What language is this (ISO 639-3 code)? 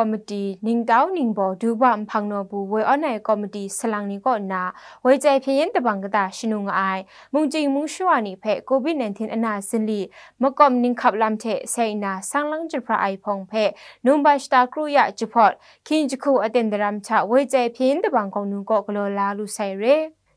kac